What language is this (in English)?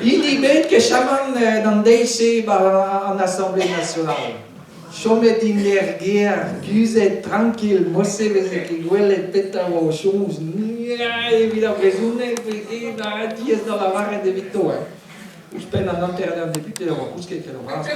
Breton